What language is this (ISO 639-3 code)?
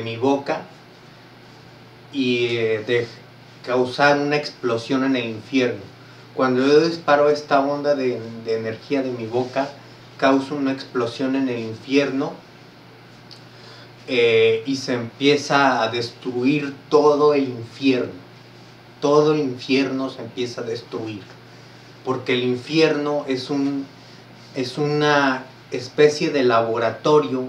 spa